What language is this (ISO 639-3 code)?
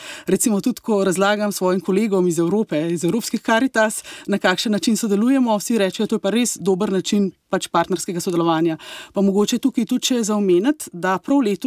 slv